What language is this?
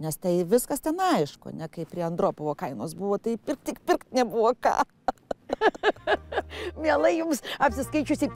Lithuanian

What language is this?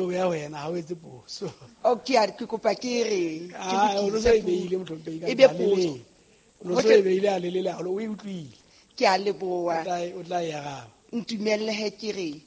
Southern Sotho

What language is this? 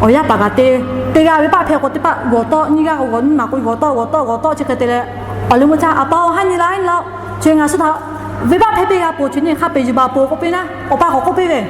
Lahu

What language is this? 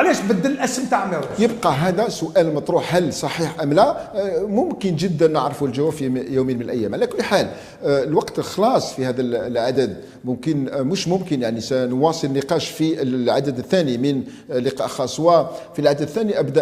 Algerian Arabic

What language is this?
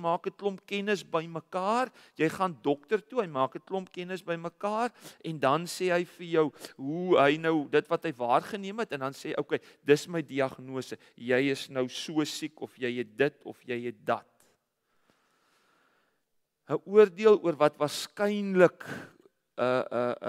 Afrikaans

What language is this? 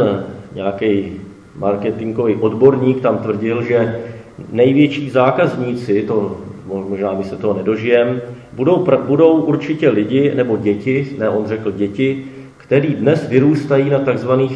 Czech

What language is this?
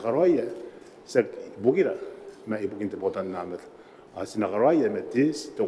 Gilbertese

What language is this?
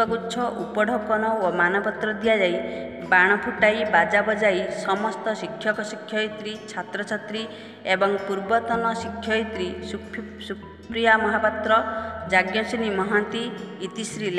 Odia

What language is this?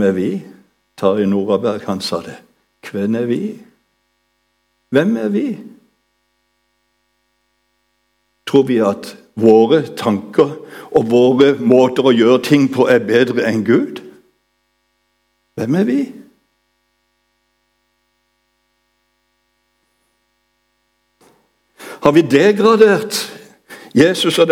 Norwegian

